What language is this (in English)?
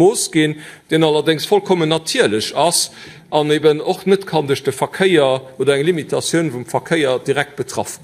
Luxembourgish